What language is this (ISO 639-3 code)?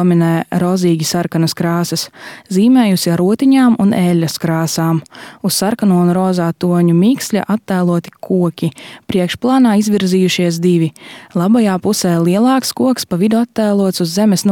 lav